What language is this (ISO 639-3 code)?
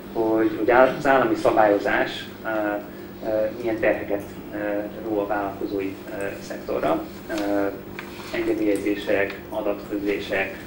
hun